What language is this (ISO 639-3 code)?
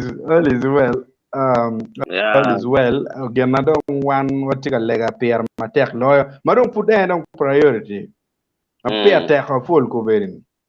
ach